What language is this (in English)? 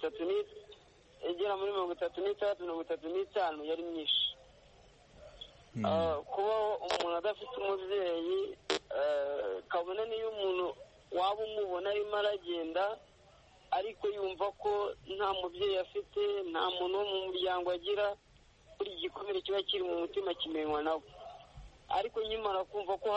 Kinyarwanda